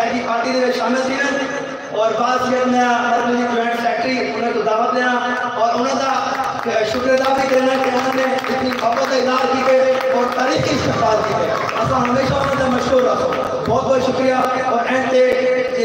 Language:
Saraiki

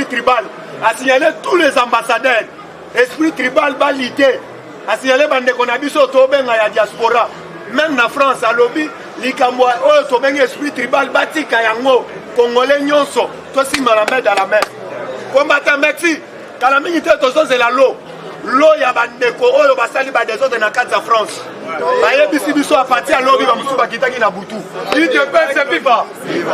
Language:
Lingala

